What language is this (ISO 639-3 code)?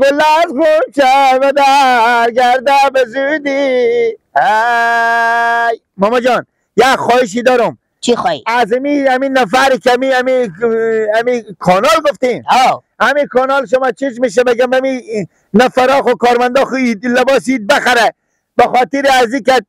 fas